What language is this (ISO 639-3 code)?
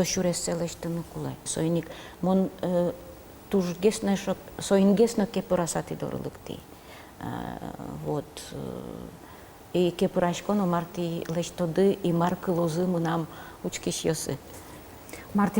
udm